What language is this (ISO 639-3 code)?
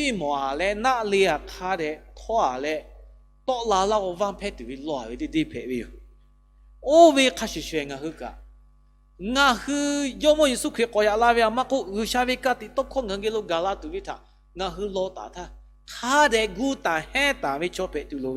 lhu